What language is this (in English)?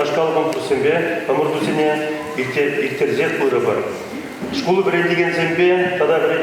Chuvash